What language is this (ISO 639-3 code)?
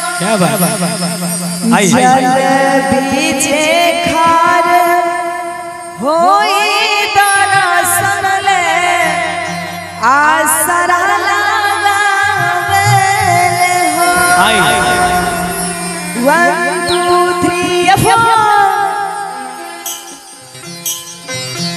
bho